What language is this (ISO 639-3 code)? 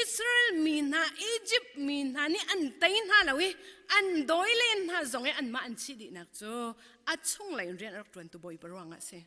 cnh